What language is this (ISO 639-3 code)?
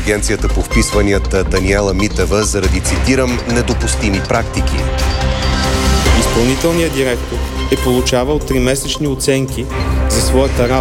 bul